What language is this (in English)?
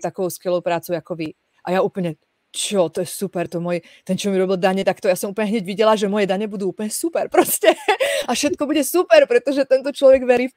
Slovak